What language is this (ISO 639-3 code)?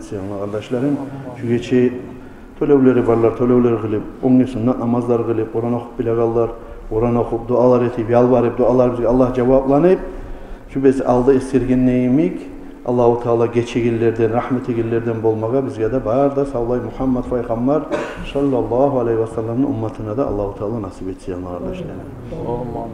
kum